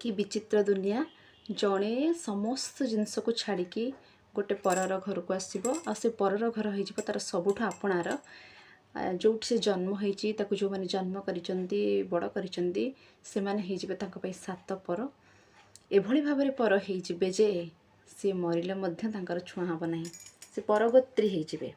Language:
Odia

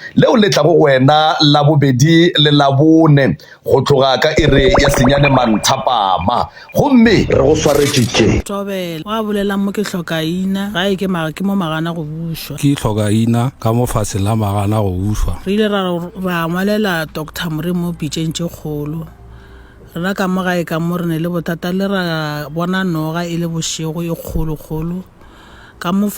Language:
Northern Sotho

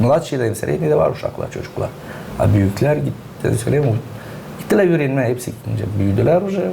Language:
Gagauz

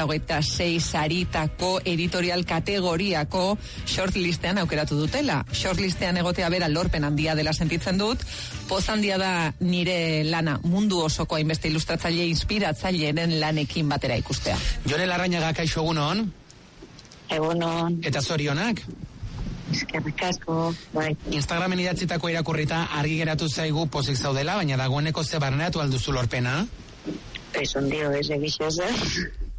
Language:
Basque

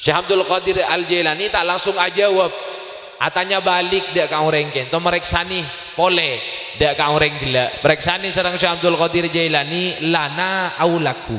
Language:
Madurese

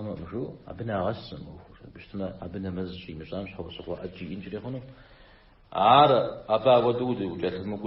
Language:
Kabardian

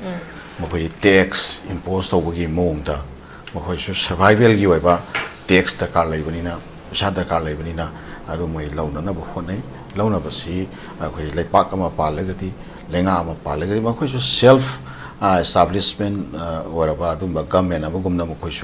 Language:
Manipuri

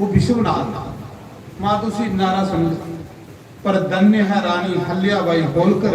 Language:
Dogri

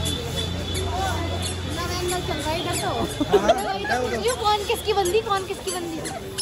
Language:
Hindi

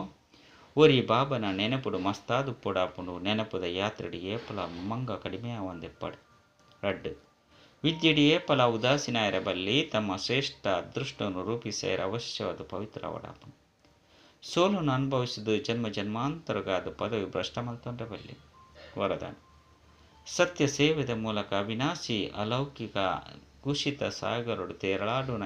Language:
Tulu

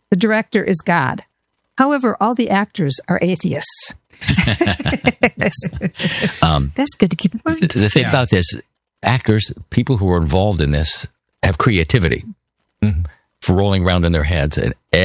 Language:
English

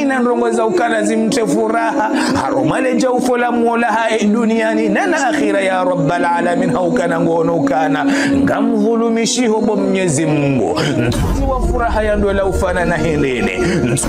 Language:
Ngazidja Comorian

